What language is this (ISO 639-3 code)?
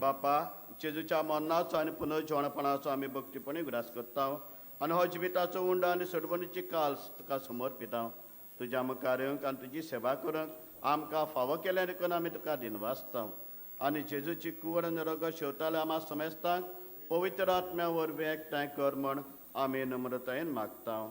kok